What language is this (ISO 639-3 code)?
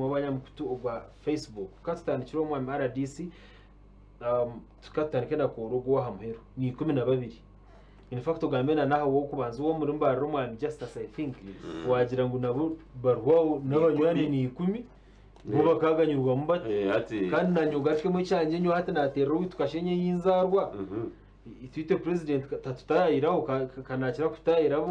nyn